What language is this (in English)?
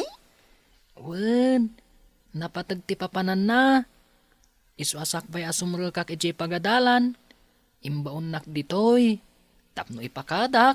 Iloko